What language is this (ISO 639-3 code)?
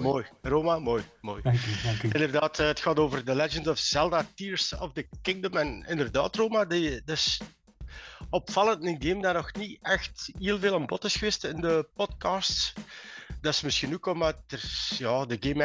nld